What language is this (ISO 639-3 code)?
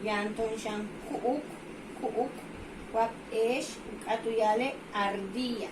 yua